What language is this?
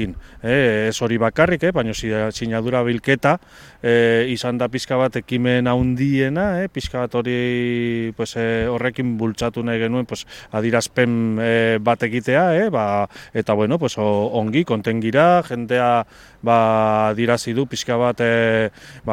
Basque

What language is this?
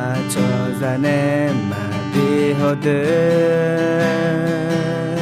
Akha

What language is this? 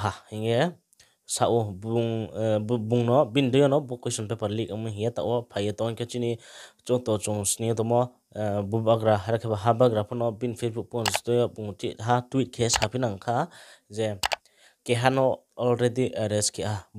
Riang (India)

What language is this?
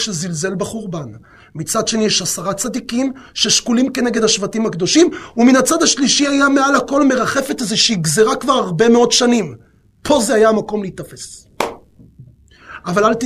Hebrew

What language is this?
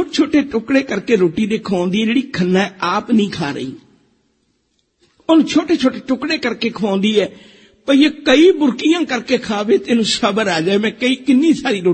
Punjabi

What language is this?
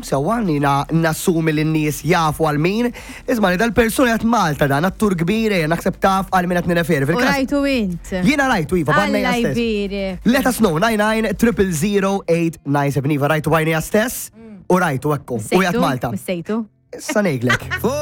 Maltese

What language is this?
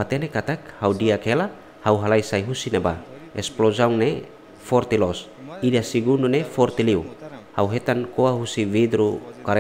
Tetum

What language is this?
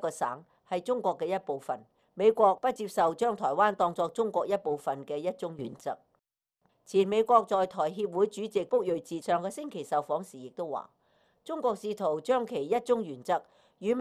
Cantonese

